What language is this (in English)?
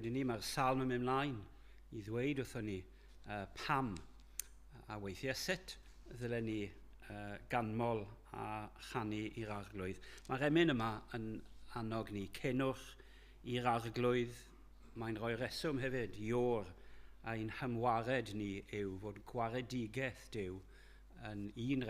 Welsh